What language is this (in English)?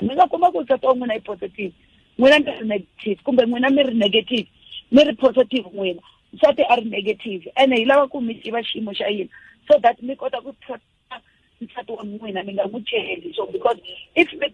Tsonga